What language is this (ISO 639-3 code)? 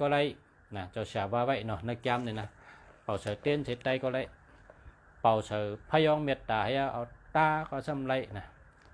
shn